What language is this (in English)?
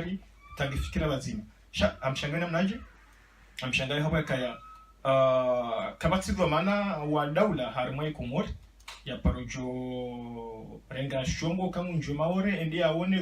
Ngazidja Comorian